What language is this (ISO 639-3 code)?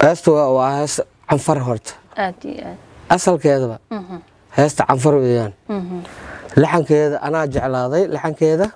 som